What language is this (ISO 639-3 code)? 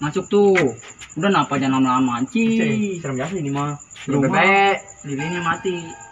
bew